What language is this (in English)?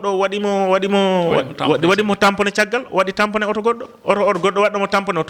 Fula